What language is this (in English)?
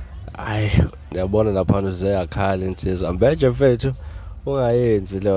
Zulu